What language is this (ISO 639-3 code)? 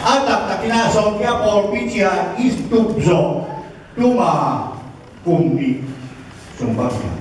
ctd